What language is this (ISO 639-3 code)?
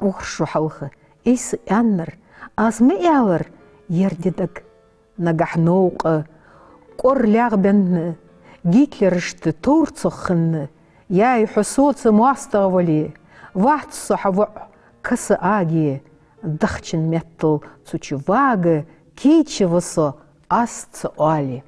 inh